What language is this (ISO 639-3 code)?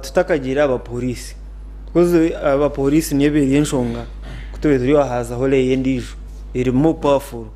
nyn